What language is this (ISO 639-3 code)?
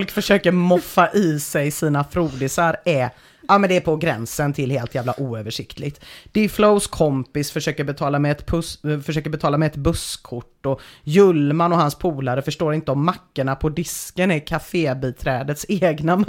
swe